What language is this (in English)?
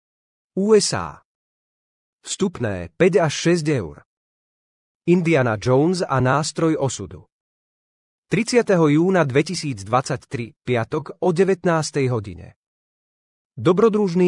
Slovak